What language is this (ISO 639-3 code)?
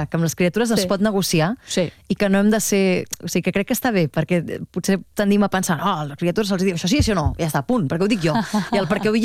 cat